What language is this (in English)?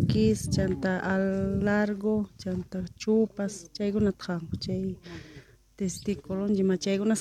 Quechua